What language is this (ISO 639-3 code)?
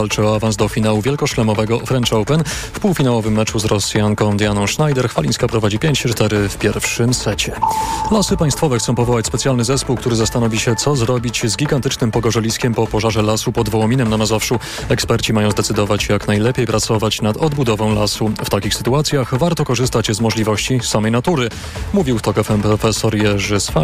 pol